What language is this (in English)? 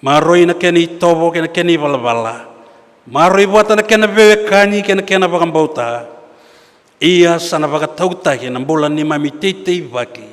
Fijian